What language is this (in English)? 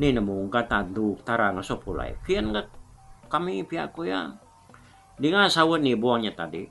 Iban